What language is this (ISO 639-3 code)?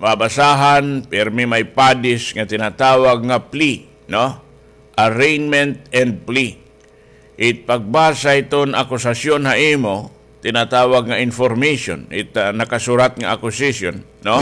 war